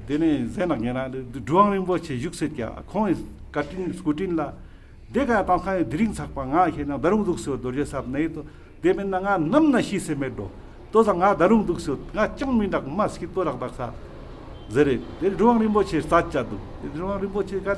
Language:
Ladakhi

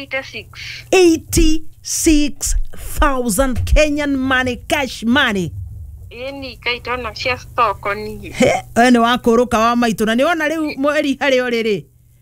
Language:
Kikuyu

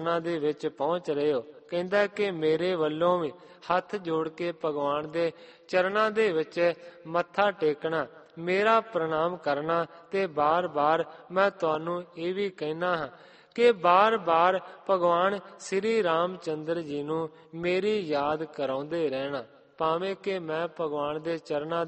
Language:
Punjabi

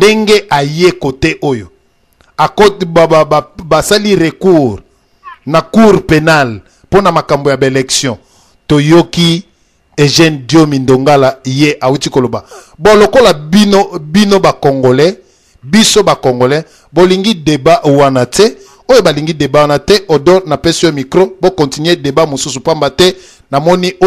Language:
Lingala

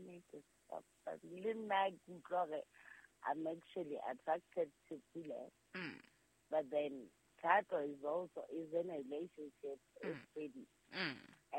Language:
Southern Sotho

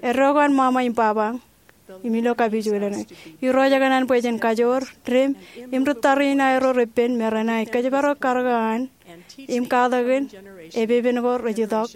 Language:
Marshallese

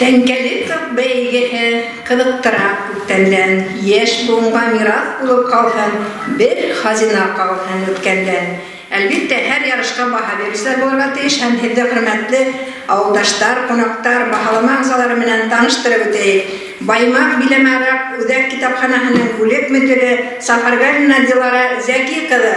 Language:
Bashkir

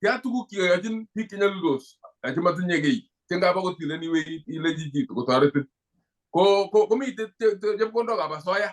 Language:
Kalenjin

